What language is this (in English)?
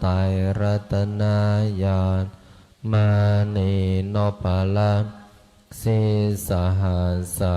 Pali